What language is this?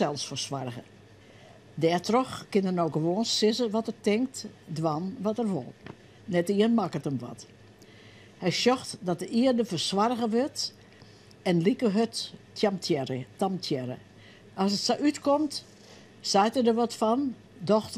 Western Frisian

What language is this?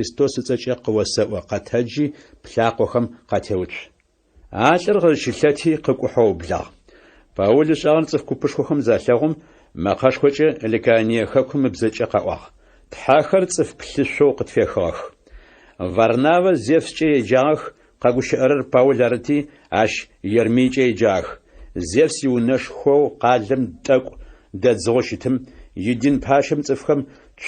Adyghe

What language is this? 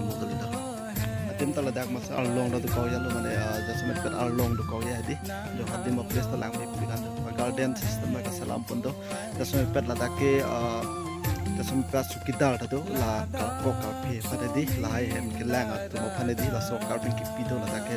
Karbi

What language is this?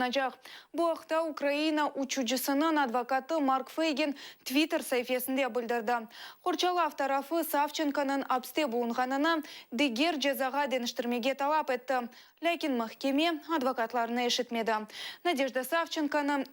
Crimean Tatar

